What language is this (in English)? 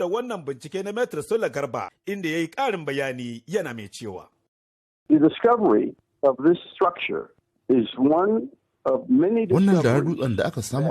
Hausa